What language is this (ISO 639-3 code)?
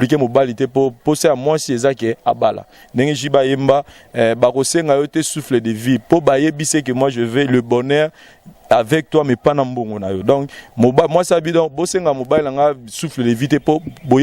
lin